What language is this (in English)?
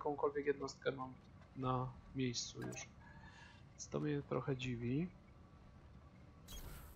Polish